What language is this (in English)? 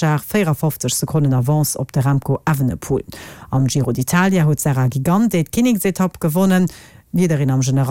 Luxembourgish